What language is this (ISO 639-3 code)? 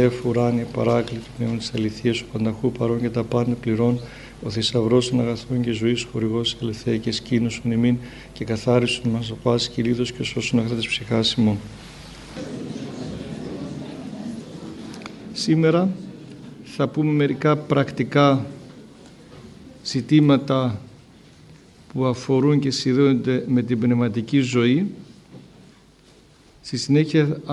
ell